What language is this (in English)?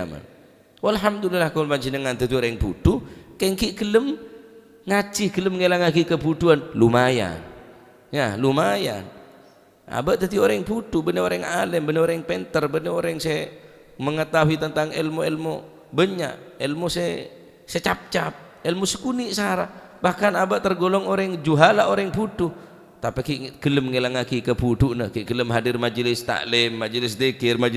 Madurese